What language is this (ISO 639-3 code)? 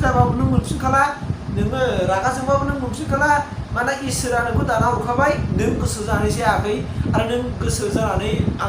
brx